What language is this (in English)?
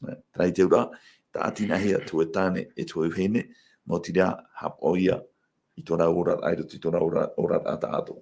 Tahitian